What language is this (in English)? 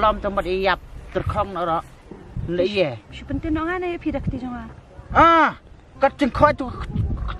Khasi